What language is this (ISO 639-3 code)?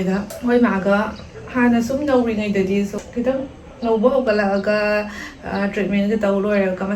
mni